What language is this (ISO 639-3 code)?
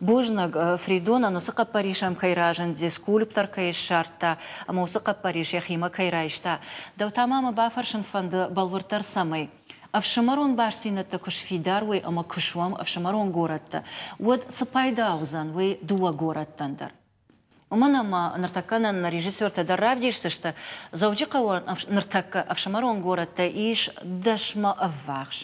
oss